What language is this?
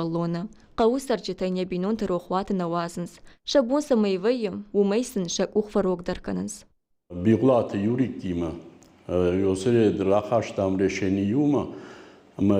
Ossetic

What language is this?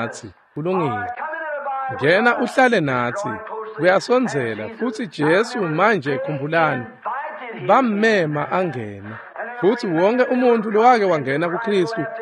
Swati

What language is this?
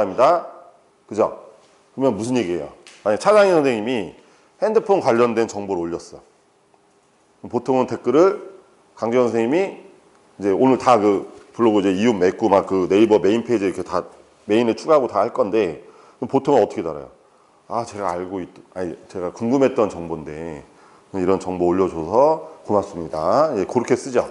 Korean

